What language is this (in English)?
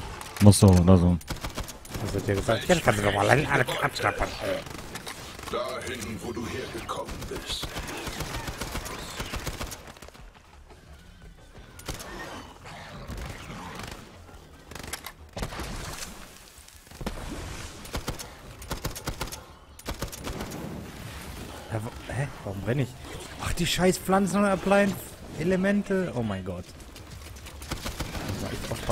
German